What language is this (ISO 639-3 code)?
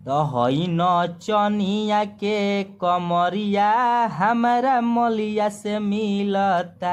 bho